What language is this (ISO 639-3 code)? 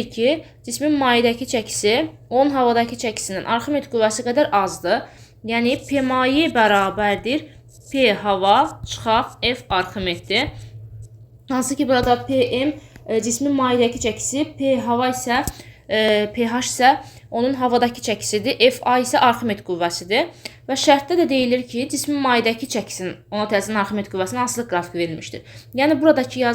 aze